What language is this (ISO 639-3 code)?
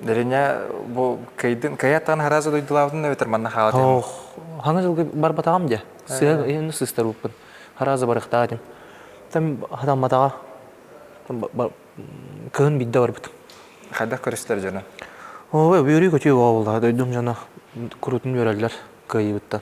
sah